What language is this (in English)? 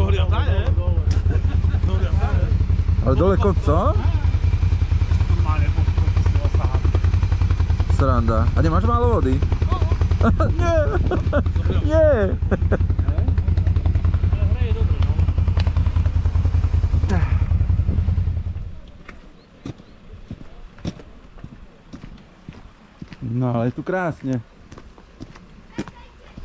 Slovak